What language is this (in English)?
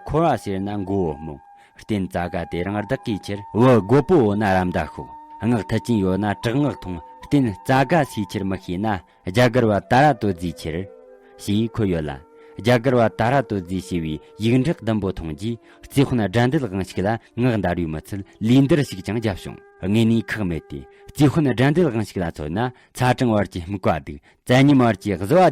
Tibetan